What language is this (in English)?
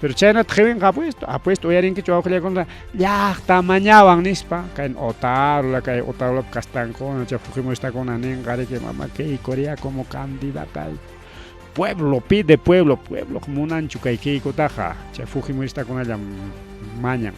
Ayacucho Quechua